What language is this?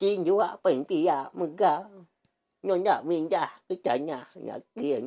Iban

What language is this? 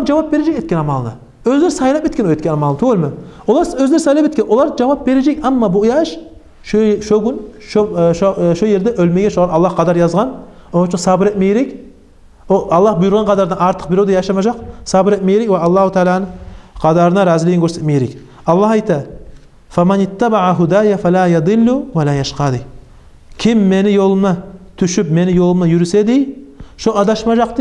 Kumyk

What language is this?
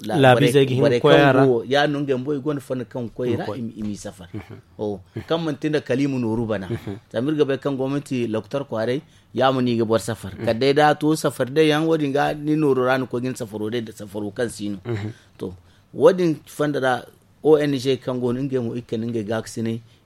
Zarma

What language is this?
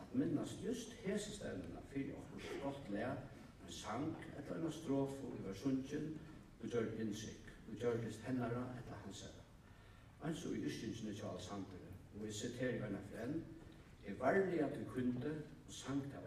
Faroese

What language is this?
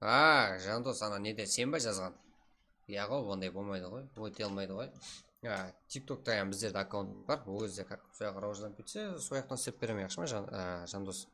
Kara-Kalpak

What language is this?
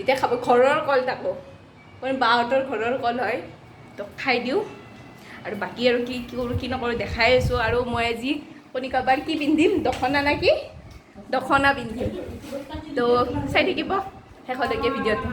Assamese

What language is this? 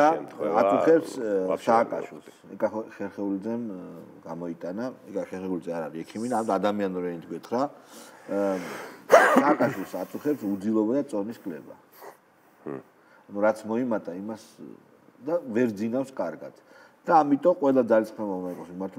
Georgian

